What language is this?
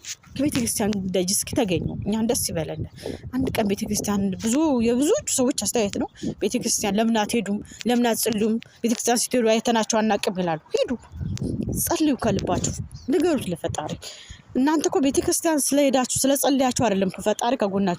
Amharic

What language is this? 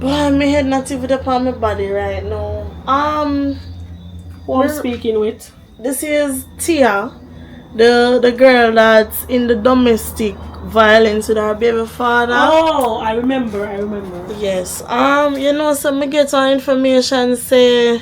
Jamaican Creole English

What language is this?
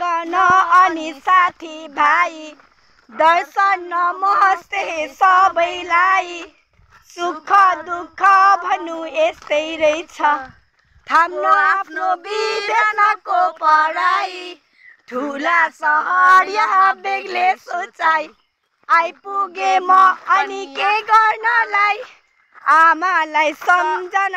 Nepali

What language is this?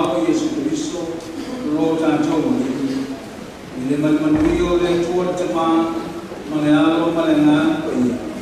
Samoan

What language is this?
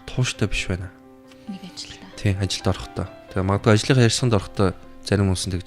Mongolian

